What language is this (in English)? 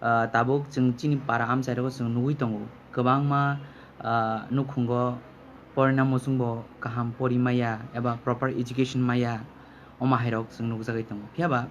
Kok Borok